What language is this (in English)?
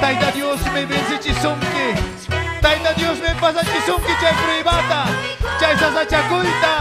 Ayacucho Quechua